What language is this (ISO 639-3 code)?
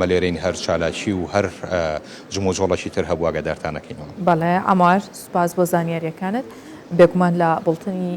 ckb